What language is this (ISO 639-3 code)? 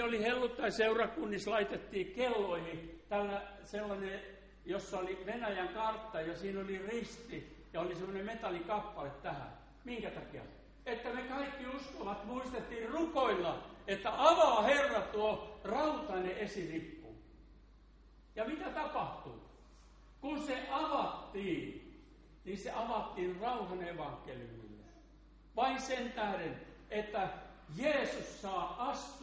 fin